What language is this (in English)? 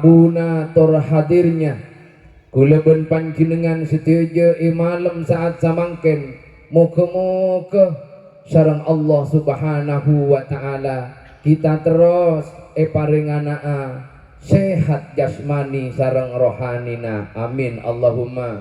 Madurese